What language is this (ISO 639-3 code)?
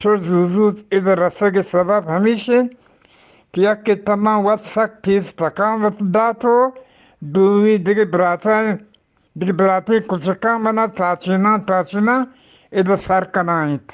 bgp